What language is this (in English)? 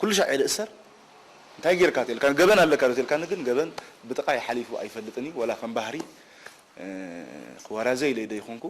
Tigrinya